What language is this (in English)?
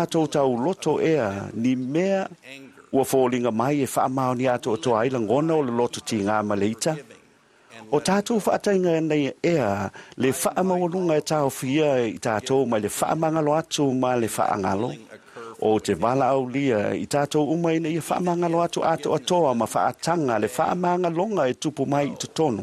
Samoan